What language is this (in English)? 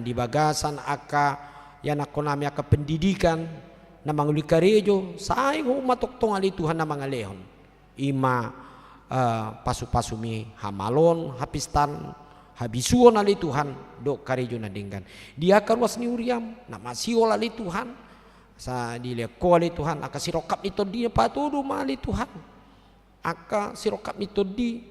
Batak Toba